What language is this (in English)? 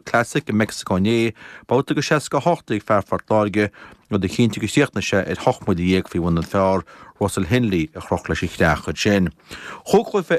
Irish